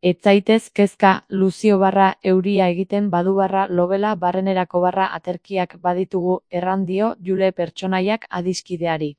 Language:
Basque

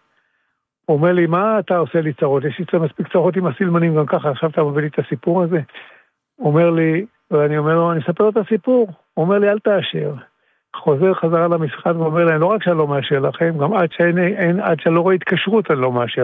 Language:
Hebrew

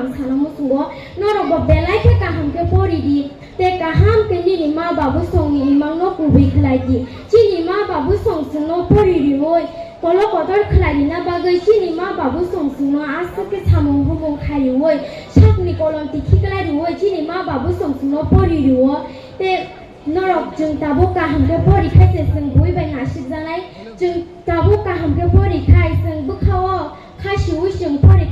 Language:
Kok Borok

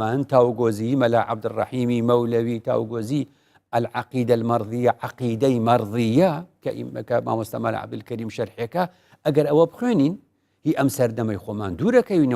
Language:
Central Kurdish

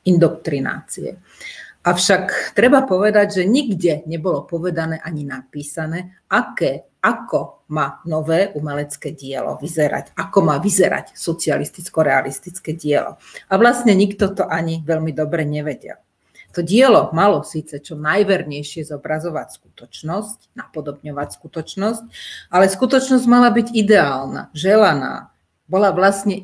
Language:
Slovak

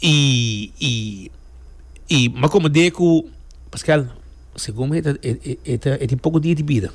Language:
Papiamento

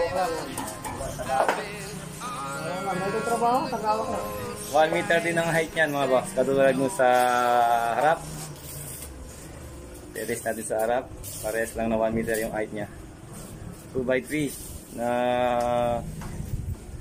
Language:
Filipino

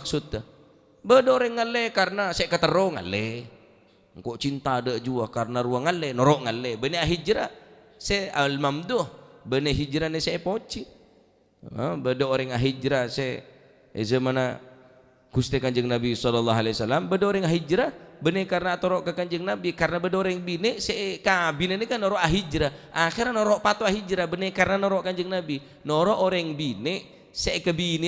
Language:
Madurese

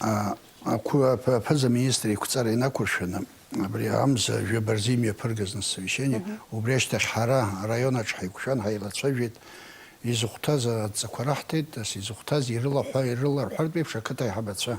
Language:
Abkhazian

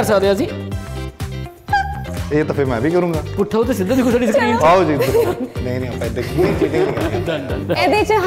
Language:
Punjabi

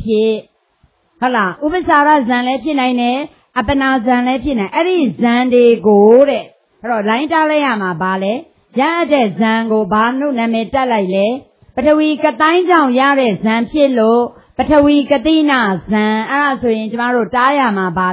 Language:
Burmese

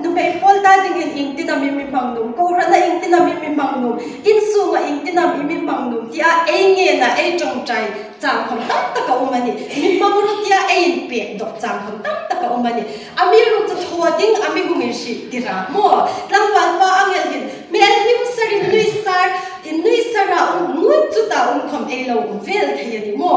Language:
Hmar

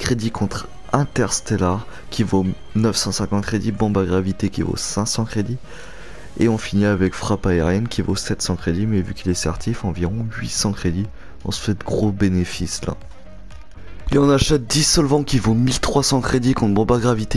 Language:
French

